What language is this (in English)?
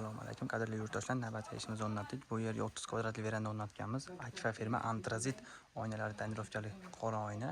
Uzbek